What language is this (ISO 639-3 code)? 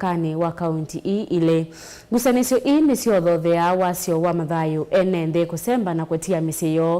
kam